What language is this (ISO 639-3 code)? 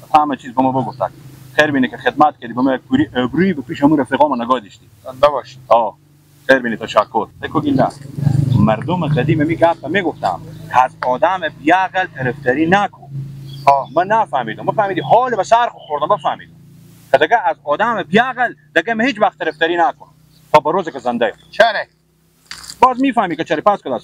fas